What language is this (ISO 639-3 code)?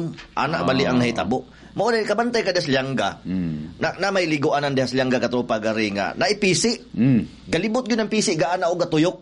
ceb